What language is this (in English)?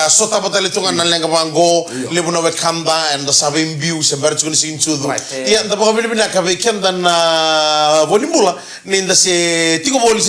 Fijian